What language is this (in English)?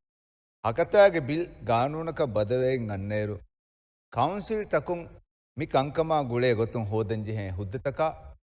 Divehi